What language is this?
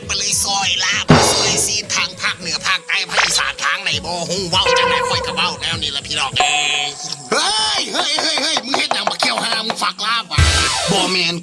Lao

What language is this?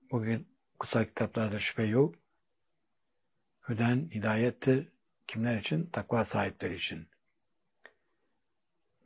Turkish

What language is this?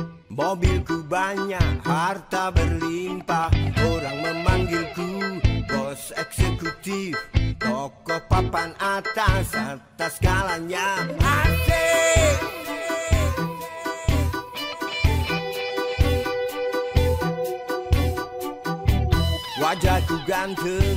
Indonesian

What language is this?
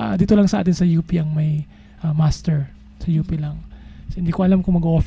Filipino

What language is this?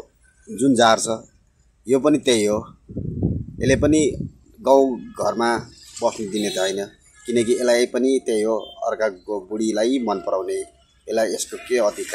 Nepali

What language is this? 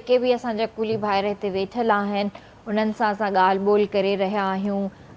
Sindhi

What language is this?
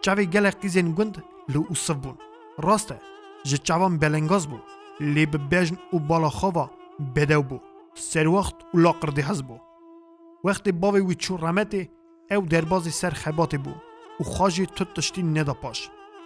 Kurdish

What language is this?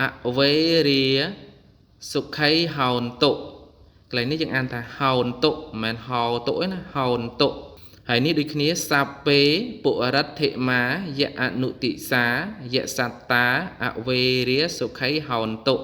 Khmer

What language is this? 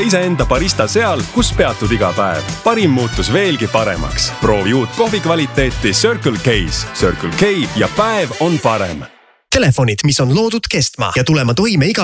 Estonian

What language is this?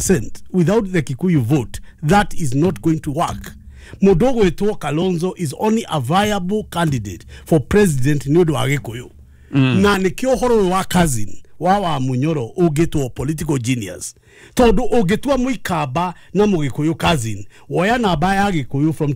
Kikuyu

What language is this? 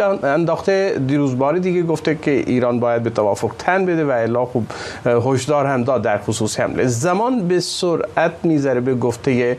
Persian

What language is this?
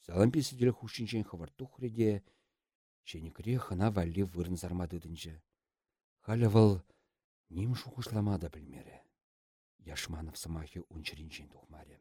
Chuvash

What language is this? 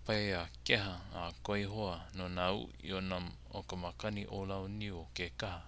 Hawaiian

